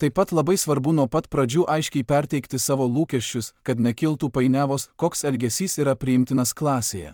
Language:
Lithuanian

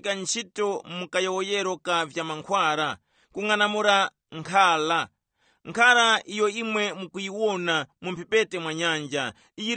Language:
Tumbuka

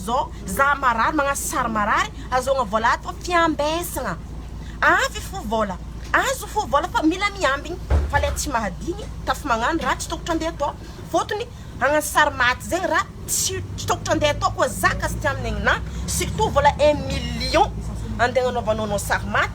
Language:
Malagasy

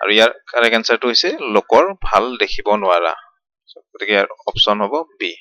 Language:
Assamese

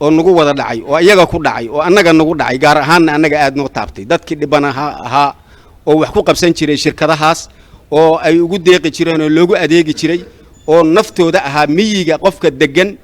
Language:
Somali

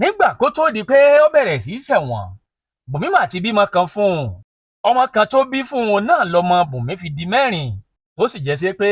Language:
Yoruba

